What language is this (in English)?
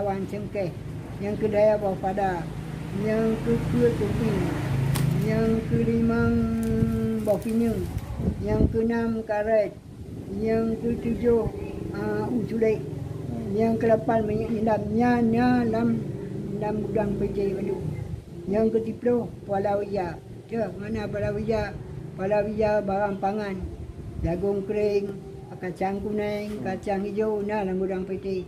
Achinese